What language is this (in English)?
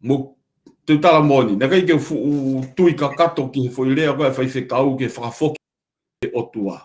Tongan